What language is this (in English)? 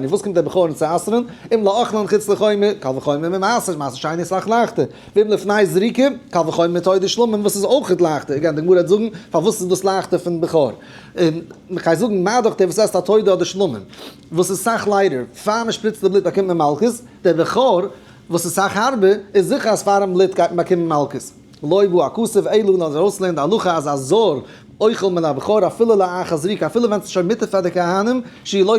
Yiddish